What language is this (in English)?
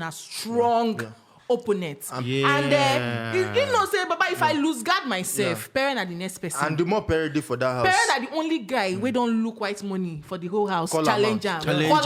Nigerian Pidgin